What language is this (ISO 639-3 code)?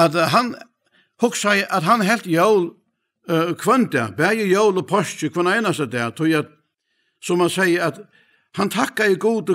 fao